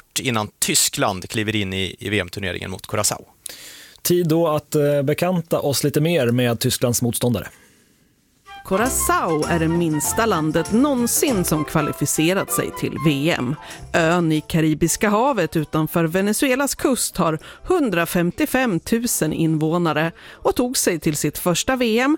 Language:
Swedish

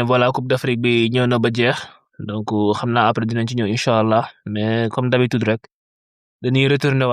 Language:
Wolof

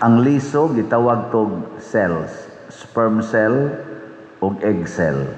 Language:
Cebuano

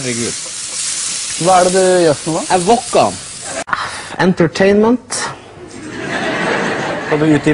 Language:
Norwegian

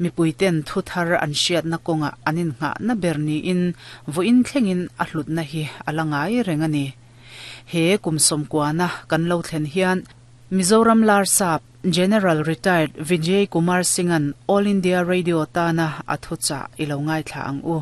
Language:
Mizo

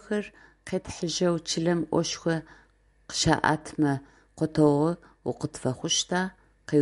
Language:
Adyghe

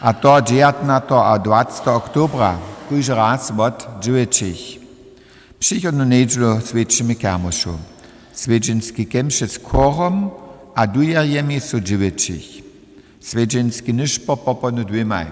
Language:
Upper Sorbian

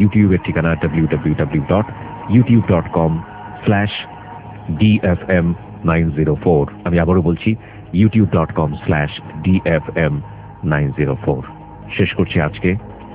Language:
Bangla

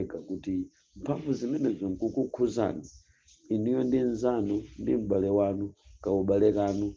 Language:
Nyanja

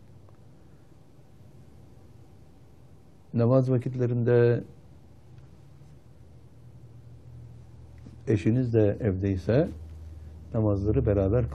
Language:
Turkish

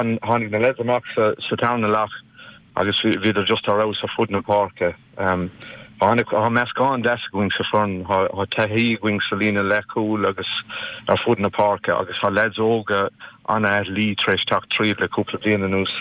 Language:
Irish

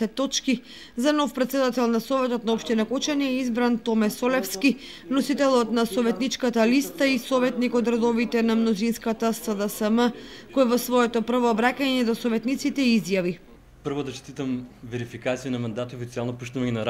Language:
Macedonian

